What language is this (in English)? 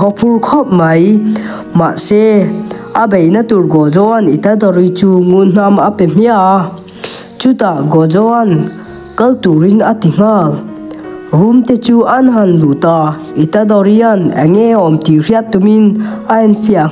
Mizo